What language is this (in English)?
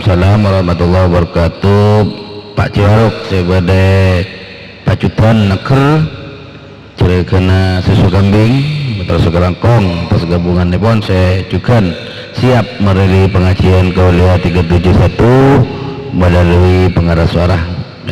Madurese